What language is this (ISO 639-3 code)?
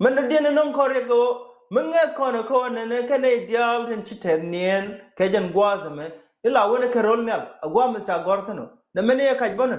nus